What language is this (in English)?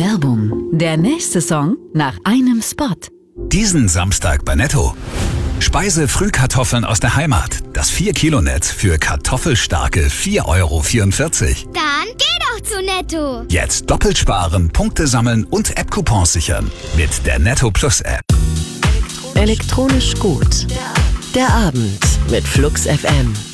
German